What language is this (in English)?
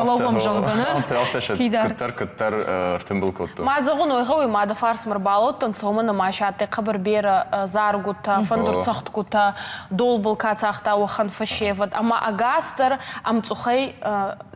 Ossetic